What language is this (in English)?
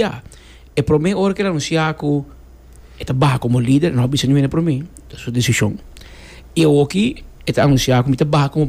Papiamento